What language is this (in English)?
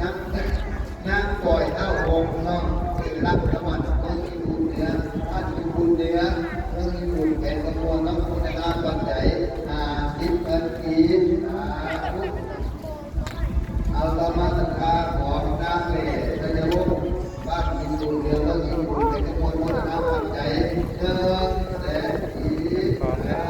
Lao